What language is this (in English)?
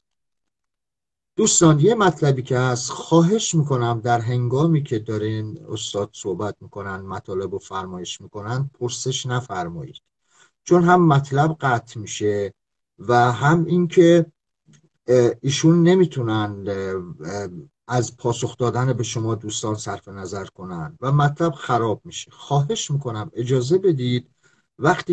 Persian